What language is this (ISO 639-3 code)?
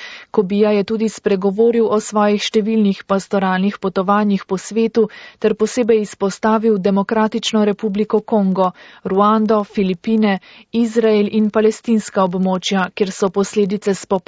slv